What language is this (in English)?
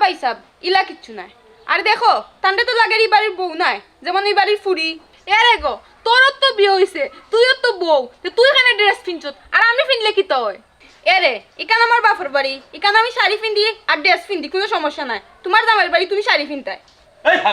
Sylheti